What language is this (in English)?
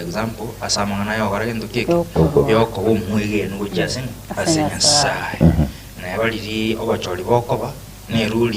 Gusii